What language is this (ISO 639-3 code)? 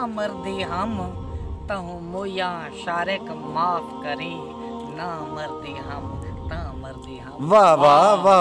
skr